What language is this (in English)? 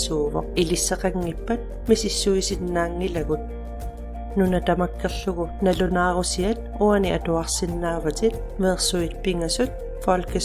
Kalaallisut